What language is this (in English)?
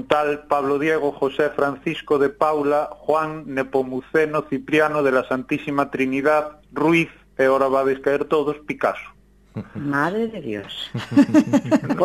Galician